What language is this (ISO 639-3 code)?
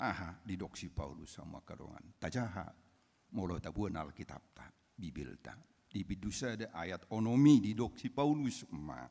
bbc